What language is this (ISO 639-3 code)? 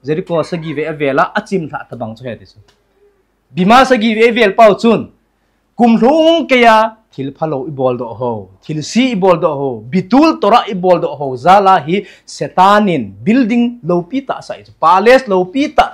tcz